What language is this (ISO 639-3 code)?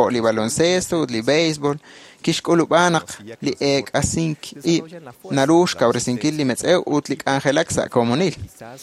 kek